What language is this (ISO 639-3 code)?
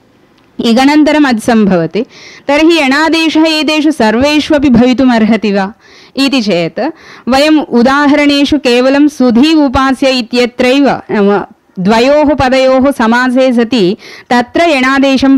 san